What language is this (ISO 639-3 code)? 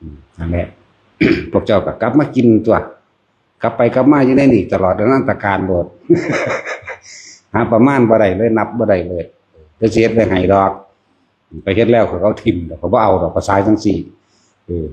lao